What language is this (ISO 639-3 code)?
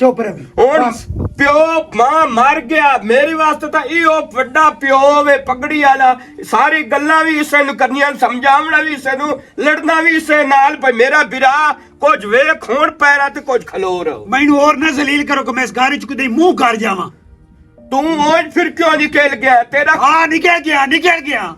lah